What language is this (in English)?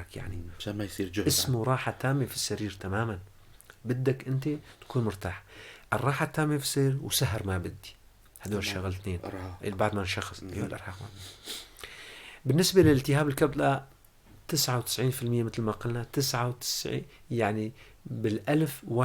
North Levantine Arabic